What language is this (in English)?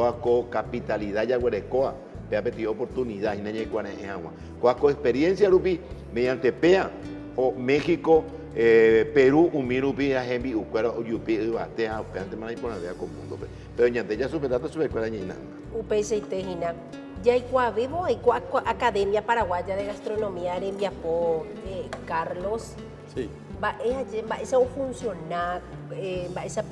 Guarani